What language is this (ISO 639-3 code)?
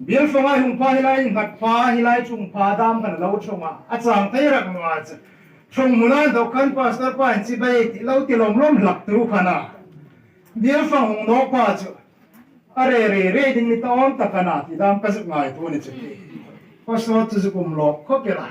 hmr